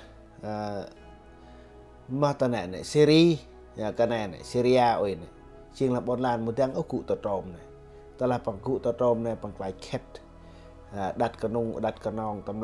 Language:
Central Mnong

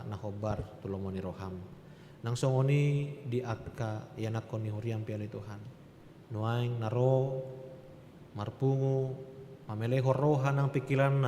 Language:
Batak Toba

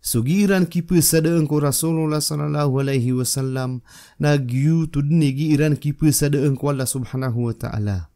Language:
Maranao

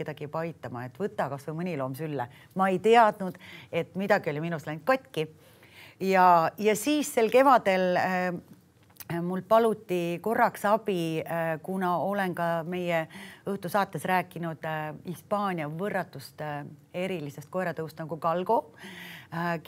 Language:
Estonian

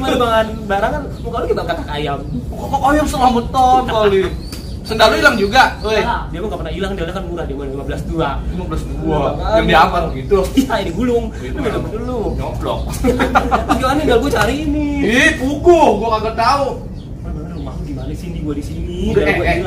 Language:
Betawi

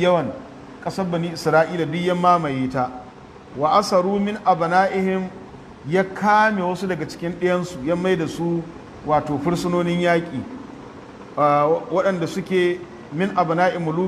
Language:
Hausa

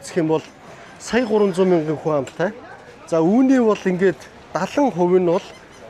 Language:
Mongolian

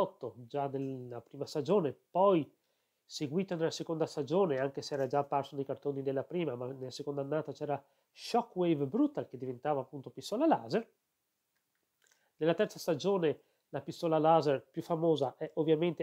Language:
Italian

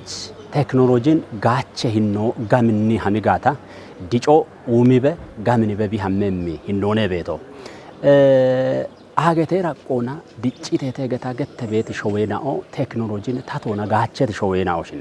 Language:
Kafa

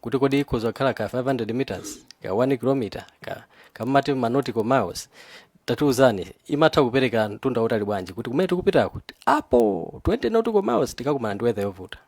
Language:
Nyanja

